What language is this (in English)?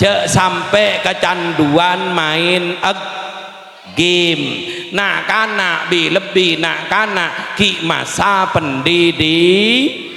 Madurese